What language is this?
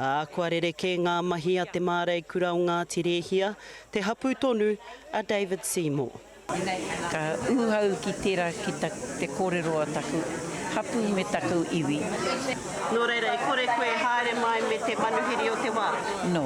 Māori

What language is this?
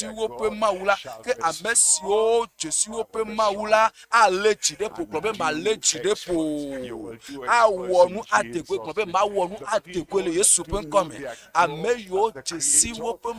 Ewe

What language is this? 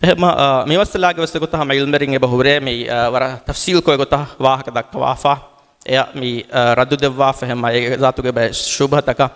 Divehi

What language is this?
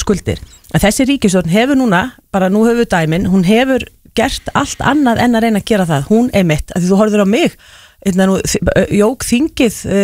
Icelandic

